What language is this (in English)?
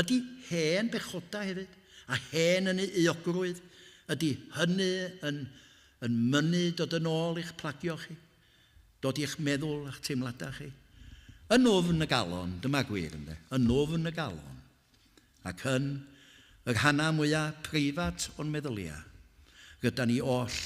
Welsh